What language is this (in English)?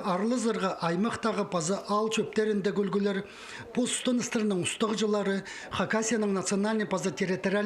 Khakas